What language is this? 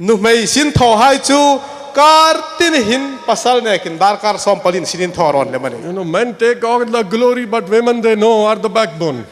Hmar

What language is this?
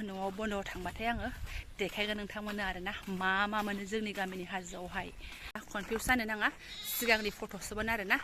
Bodo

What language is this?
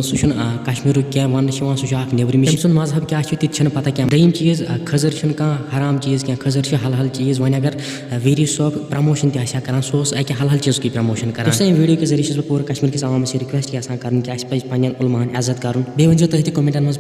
Kashmiri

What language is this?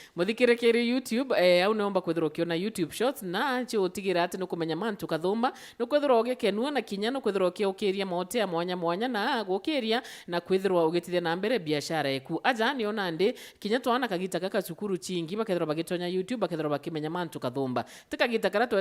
Meru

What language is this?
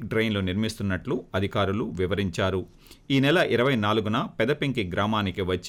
Telugu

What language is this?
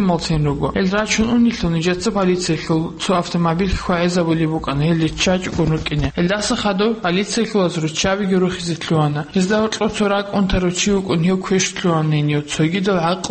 Avaric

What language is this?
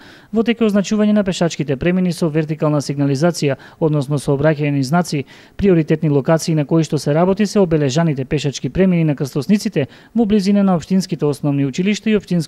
Macedonian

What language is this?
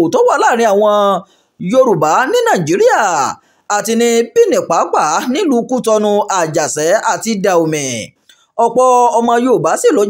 Yoruba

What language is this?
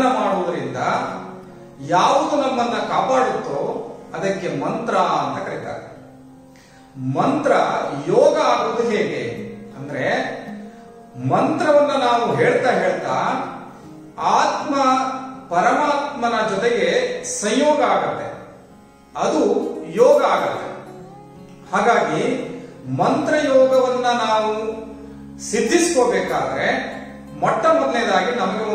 Kannada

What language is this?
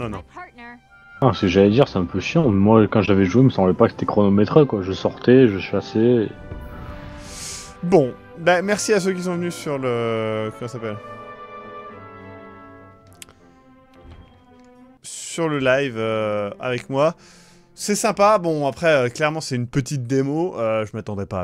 French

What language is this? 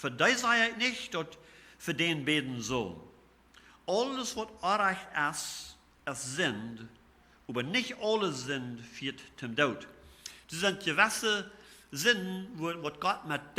Plautdietsch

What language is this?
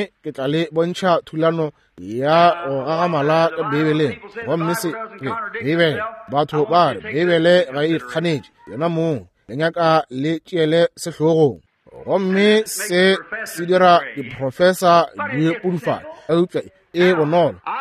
Northern Sotho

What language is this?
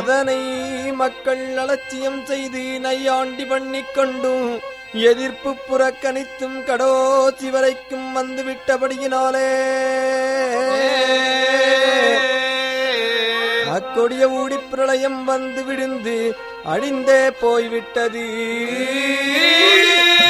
Tamil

